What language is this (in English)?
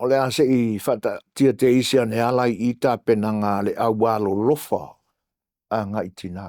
Samoan